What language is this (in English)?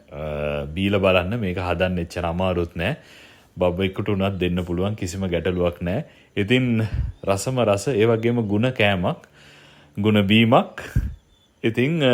Sinhala